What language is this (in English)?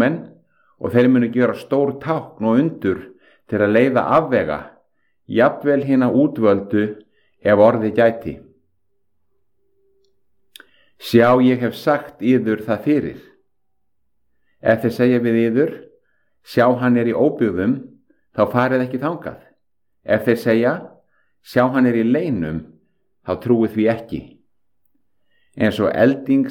Icelandic